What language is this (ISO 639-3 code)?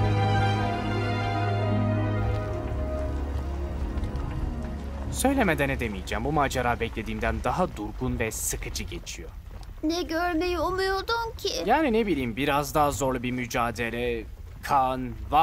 tur